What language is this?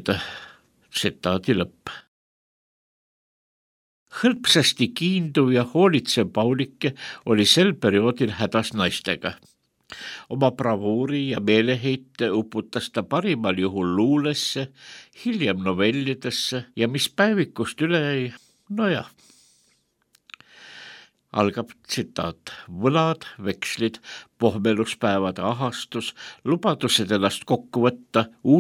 Estonian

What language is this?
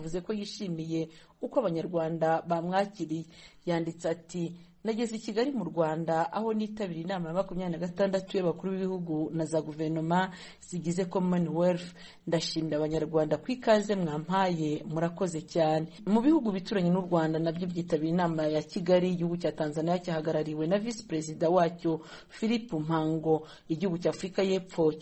Kinyarwanda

